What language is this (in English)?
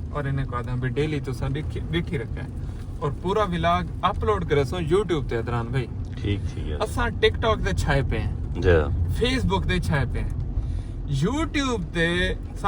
Saraiki